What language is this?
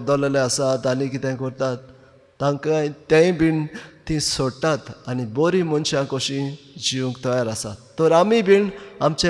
Konkani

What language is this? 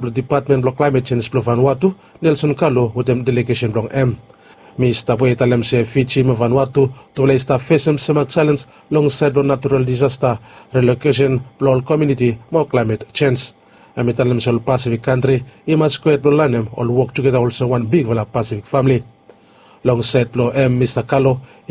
Bislama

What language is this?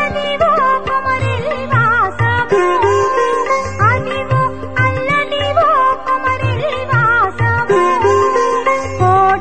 Telugu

